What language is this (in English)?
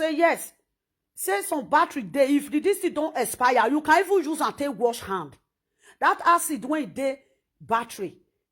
Nigerian Pidgin